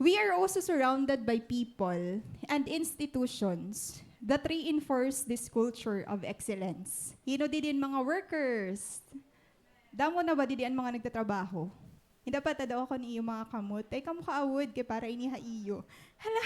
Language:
Waray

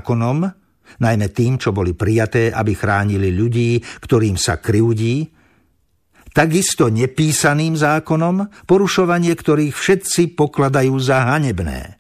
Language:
Slovak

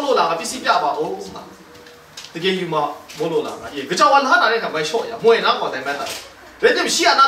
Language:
Kachin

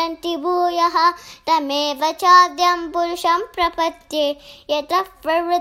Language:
Sanskrit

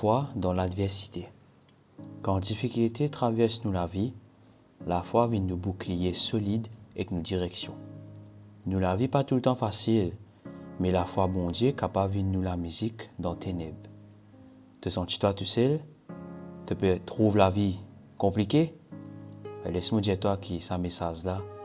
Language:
Morisyen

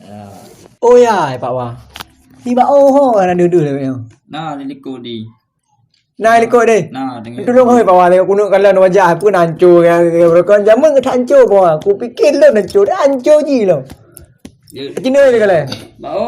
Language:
Achinese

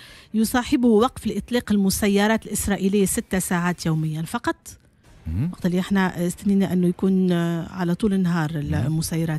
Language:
Tunisian Arabic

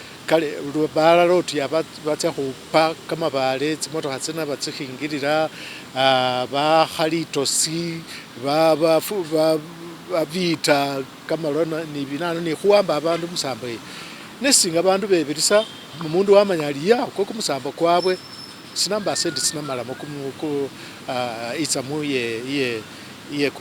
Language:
Masaaba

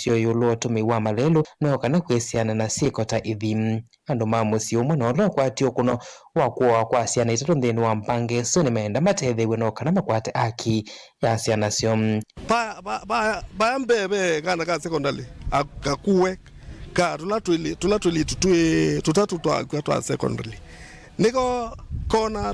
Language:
Kamba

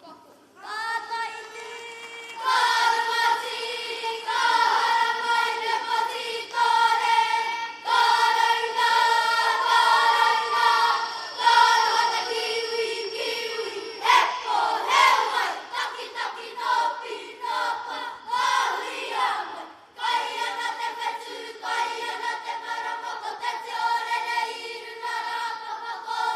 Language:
Māori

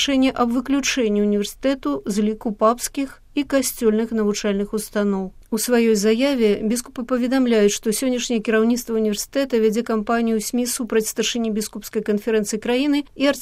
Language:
Belarusian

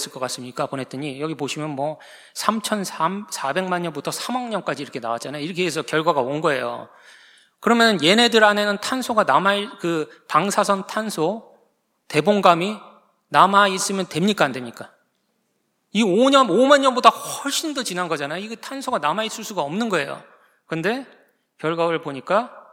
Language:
Korean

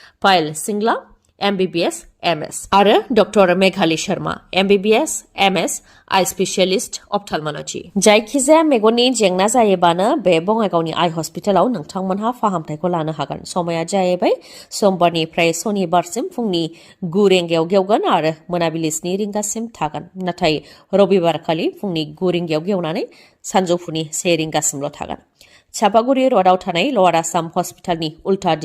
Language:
Bodo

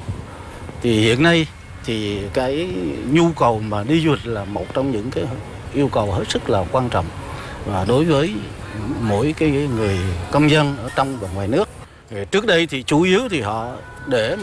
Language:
Vietnamese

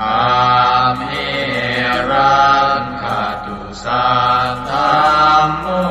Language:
Pali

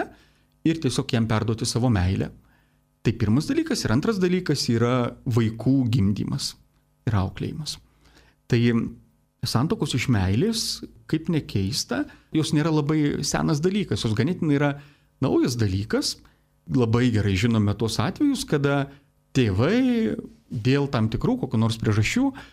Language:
Lithuanian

